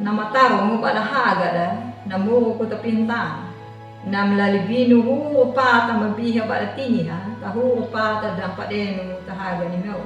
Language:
Anakalangu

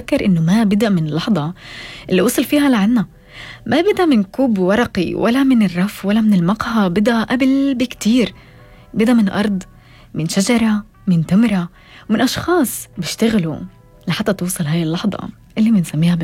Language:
North Levantine Arabic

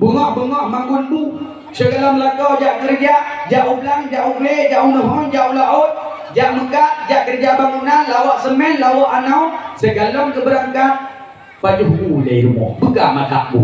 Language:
Achinese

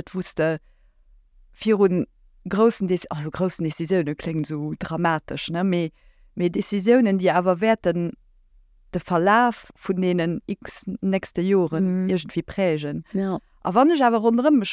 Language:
Luxembourgish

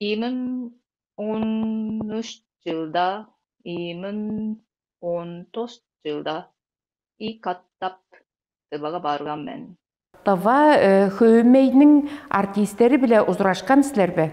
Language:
Tuvinian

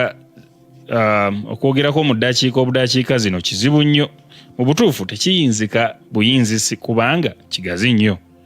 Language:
Ganda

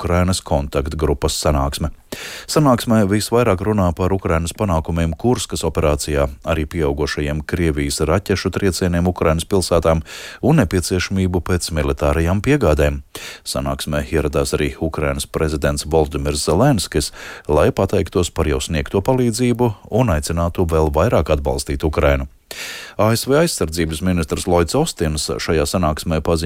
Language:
Latvian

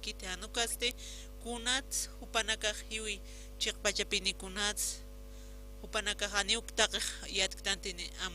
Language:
Aymara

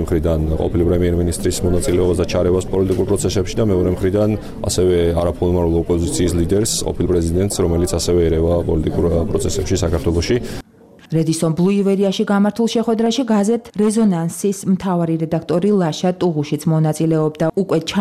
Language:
Georgian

